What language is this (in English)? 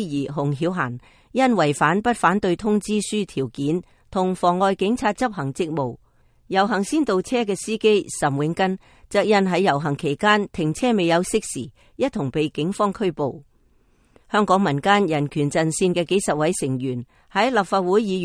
Cantonese